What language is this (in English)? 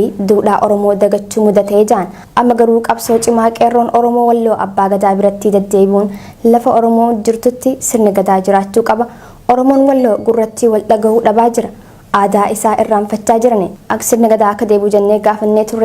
Oromo